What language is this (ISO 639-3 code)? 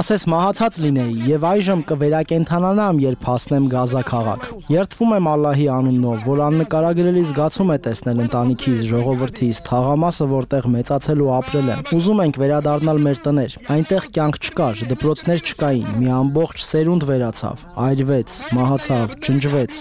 hye